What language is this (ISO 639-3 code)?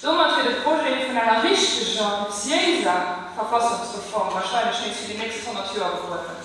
ltz